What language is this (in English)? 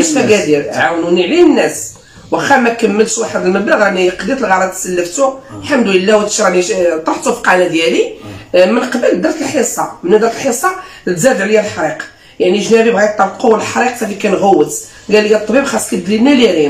Moroccan Arabic